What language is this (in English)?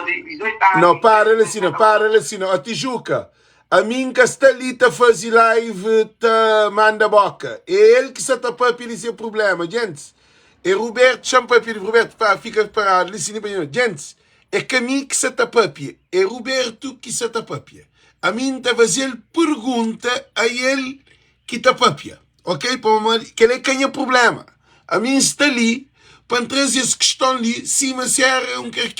Kabuverdianu